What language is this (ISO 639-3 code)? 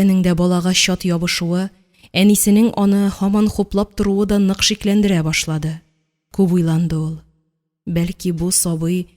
tat